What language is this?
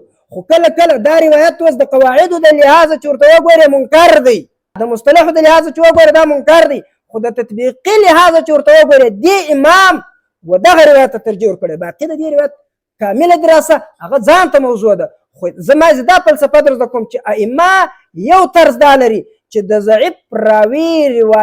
Pashto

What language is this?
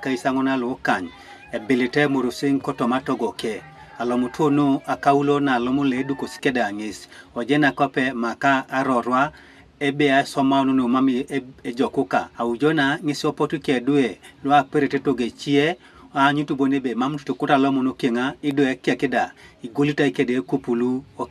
Teso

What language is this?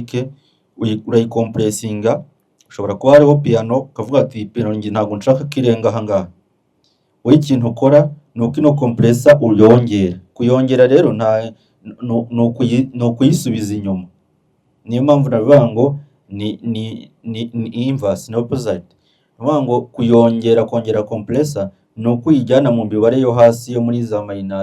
Kinyarwanda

